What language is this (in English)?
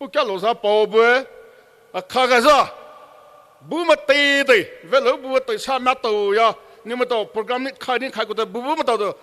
Poumei Naga